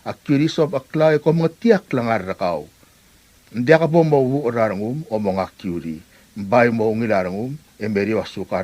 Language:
Palauan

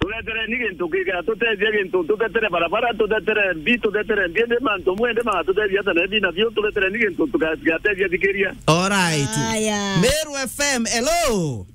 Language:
Meru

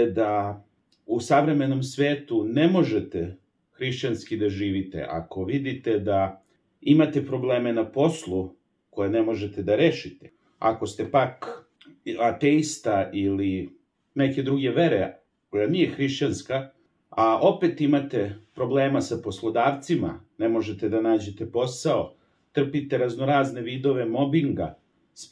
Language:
Serbian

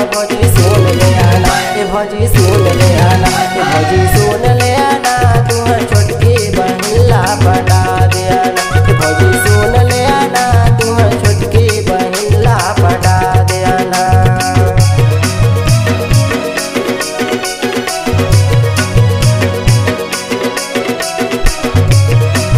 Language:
Chhattisgarhi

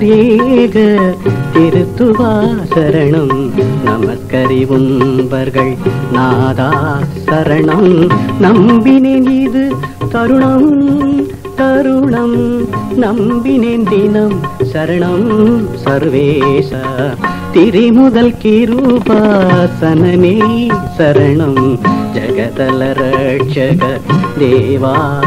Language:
Tamil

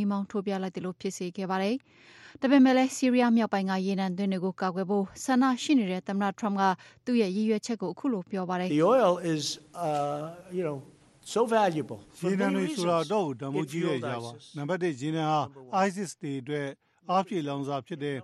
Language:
Burmese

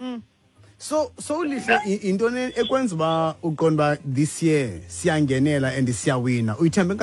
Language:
Xhosa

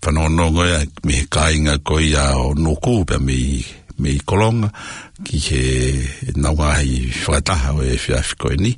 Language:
Tongan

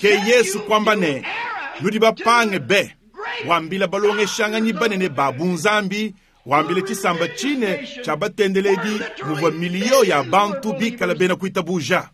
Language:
Luba-Lulua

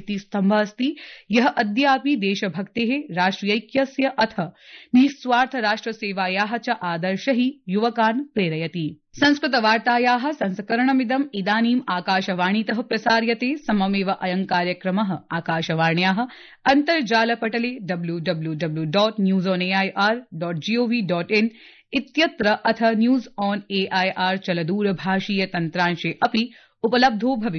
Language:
Sanskrit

